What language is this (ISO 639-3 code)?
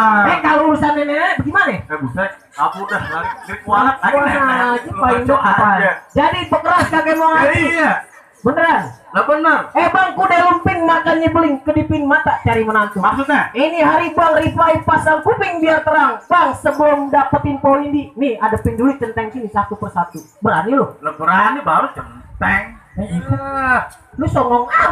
bew